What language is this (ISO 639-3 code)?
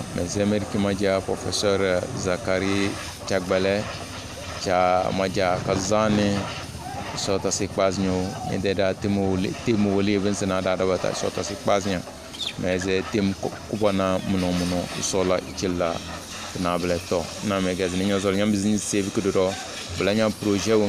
kdh